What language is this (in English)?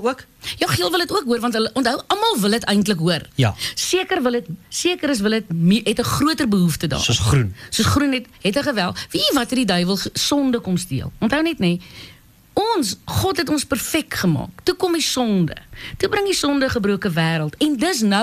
Afrikaans